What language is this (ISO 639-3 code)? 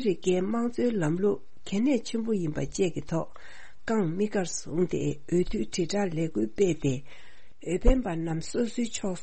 bod